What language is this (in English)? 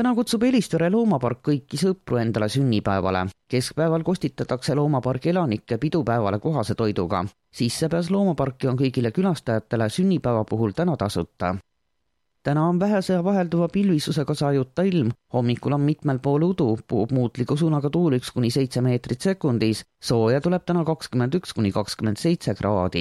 Estonian